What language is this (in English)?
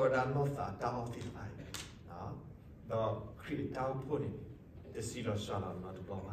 S'gaw Karen